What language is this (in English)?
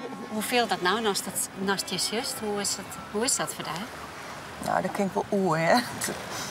Western Frisian